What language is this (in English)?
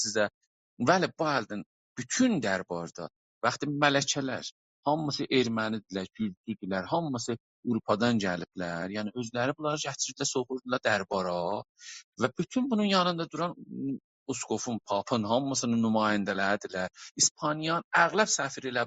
South Azerbaijani